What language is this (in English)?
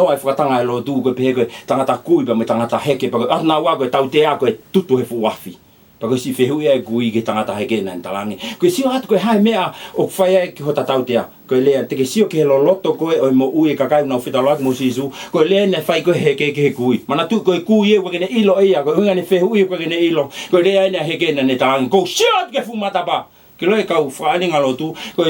Tongan